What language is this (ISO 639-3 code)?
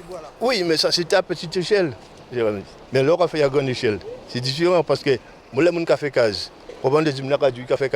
gcf